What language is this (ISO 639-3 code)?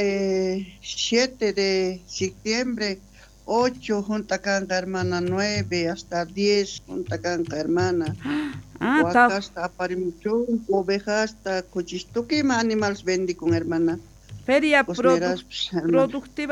quh